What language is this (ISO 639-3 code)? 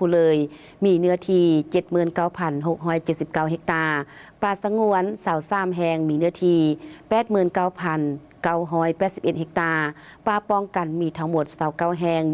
lao